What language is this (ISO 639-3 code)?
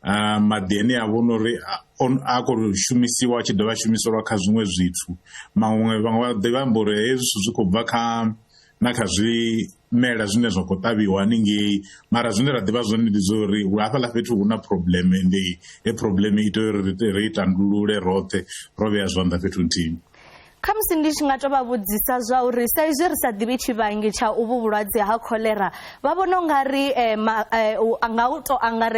ven